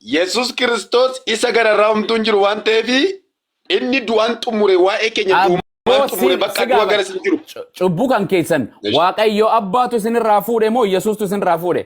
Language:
Oromo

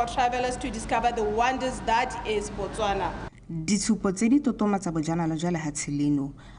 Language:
Tswana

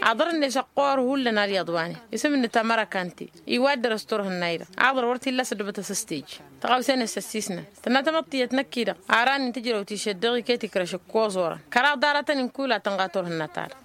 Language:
Tamasheq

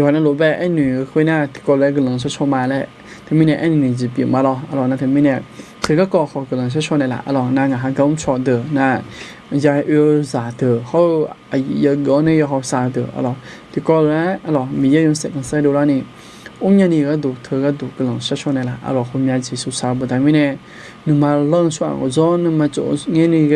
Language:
Akha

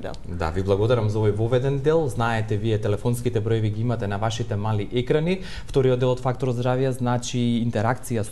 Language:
Macedonian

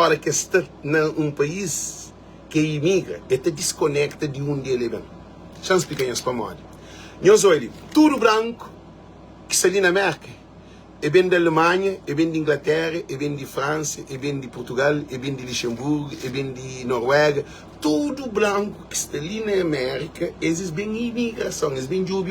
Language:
Kabuverdianu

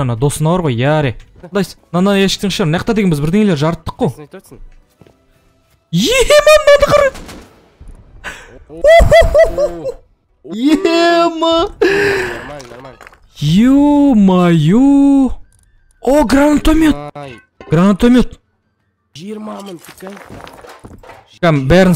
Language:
Kazakh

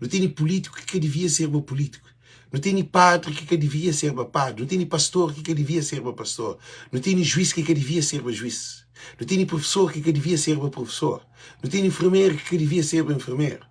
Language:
Kabuverdianu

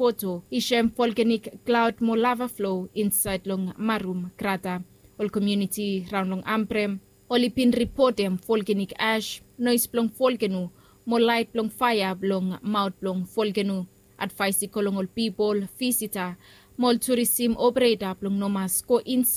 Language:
Bislama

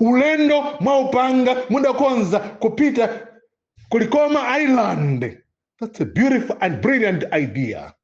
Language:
Nyanja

